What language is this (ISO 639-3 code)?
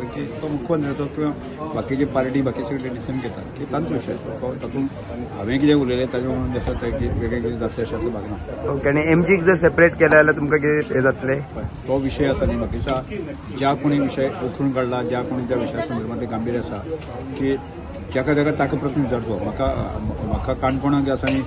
kok